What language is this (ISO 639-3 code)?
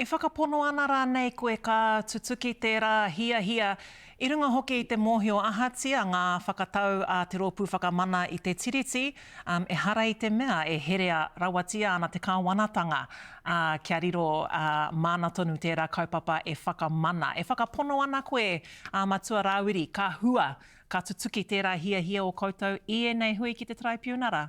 mri